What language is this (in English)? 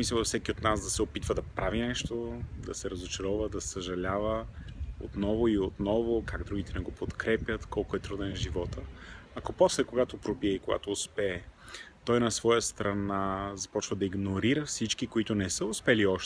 Bulgarian